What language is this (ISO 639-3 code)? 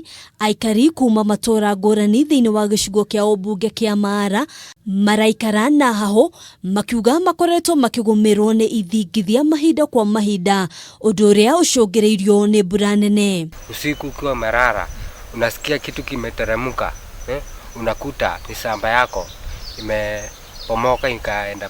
kik